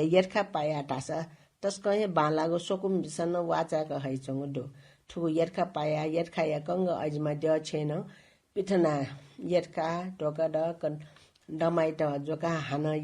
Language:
Newari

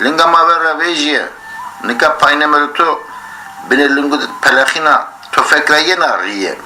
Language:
Zaza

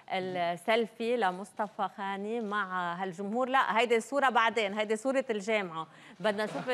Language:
North Levantine Arabic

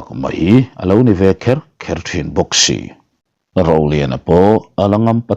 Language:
Mizo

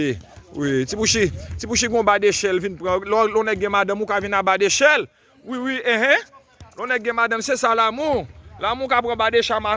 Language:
Haitian Creole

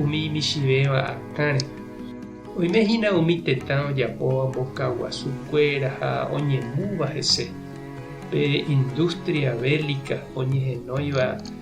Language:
Guarani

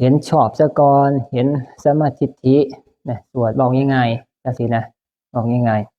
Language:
Northeastern Thai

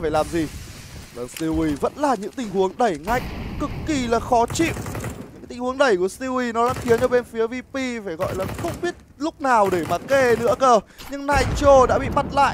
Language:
Vietnamese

